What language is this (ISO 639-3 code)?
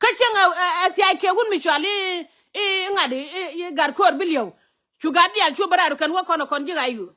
nus